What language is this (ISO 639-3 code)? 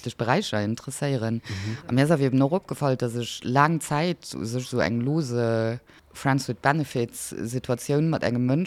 ltz